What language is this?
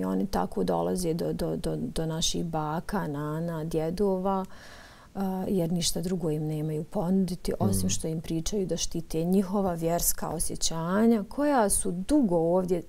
Bosnian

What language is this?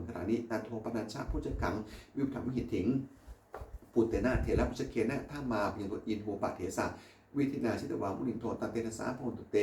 Pali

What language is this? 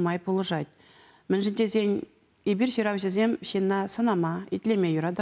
Chuvash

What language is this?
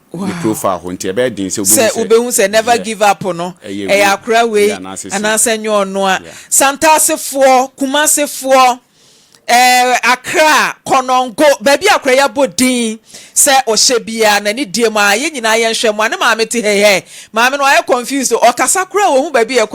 Akan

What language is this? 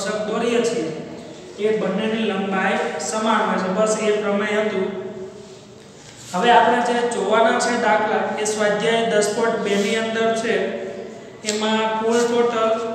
Gujarati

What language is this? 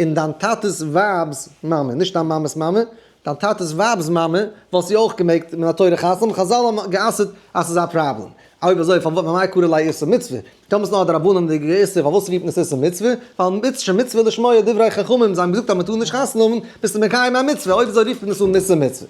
Yiddish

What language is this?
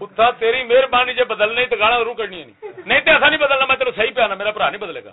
Saraiki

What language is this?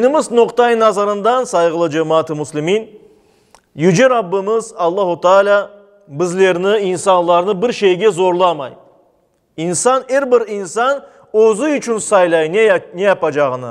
Crimean Tatar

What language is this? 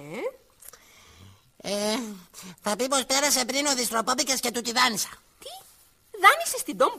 Greek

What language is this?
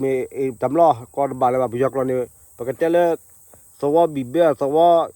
S'gaw Karen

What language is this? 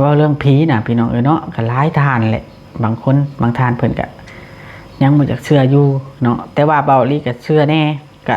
Lao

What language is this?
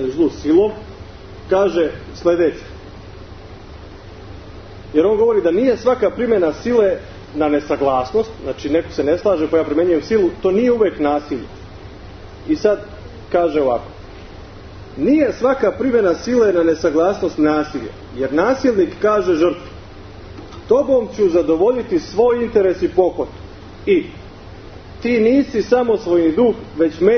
Serbian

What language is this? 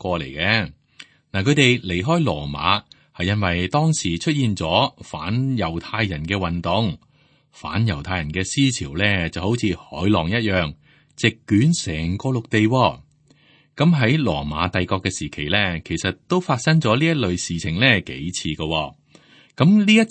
Cantonese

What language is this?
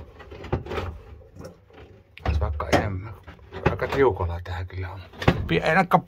Finnish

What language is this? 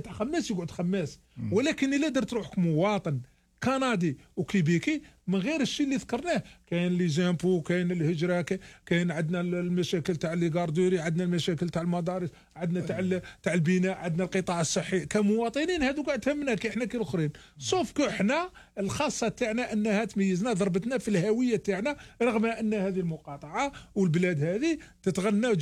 Algerian Arabic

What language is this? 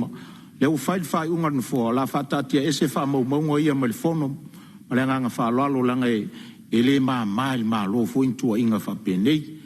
Samoan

